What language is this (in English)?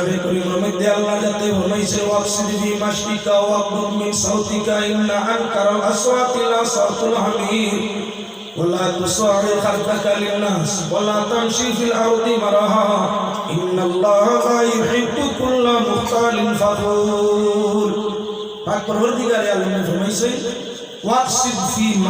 Sylheti